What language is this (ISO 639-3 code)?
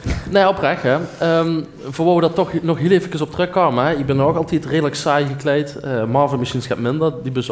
lim